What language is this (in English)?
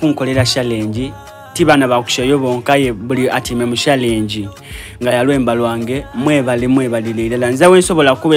Soga